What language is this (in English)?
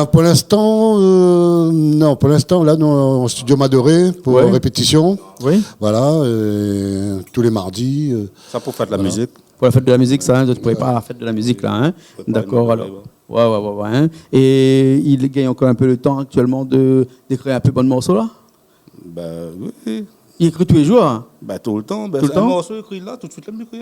Réunion Creole French